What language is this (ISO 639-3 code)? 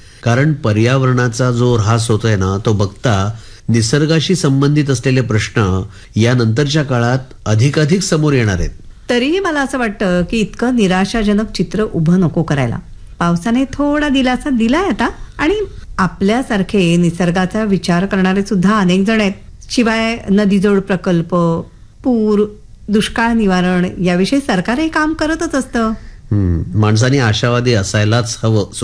mar